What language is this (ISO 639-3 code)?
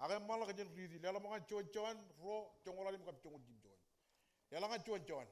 mah